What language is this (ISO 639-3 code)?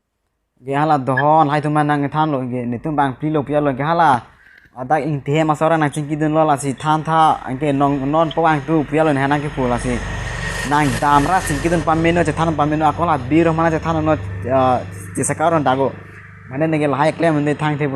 mjw